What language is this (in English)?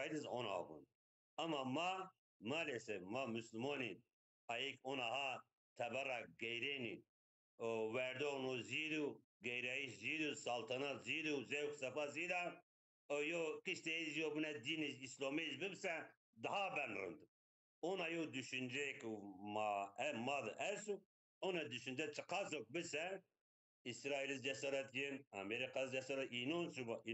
Zaza